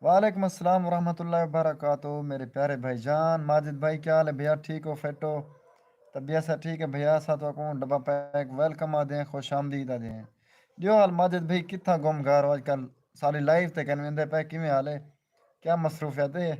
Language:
Saraiki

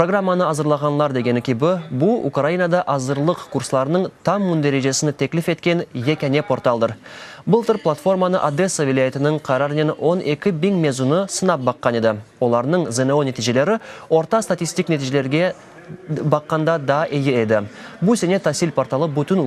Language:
Crimean Tatar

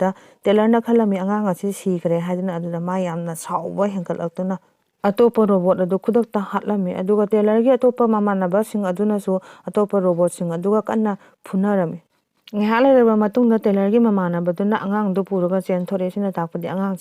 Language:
Manipuri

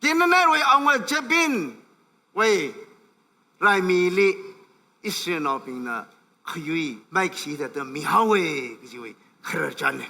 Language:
Tangkhul Naga (India)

